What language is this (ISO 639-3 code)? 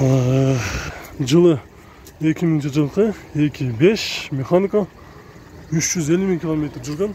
kir